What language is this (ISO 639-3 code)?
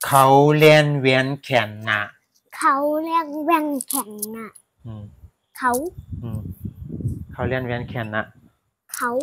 shn